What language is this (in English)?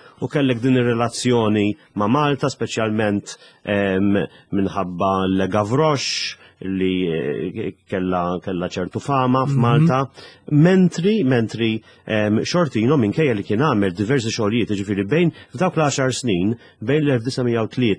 Maltese